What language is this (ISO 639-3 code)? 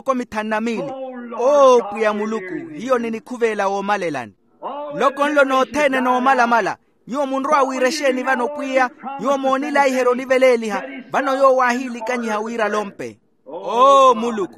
vmw